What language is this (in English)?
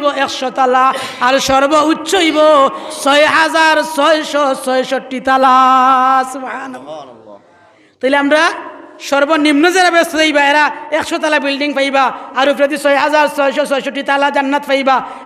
Sylheti